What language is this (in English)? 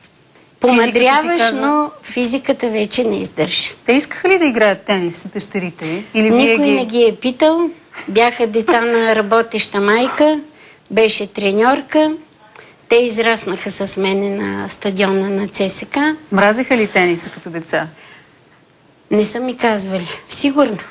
Bulgarian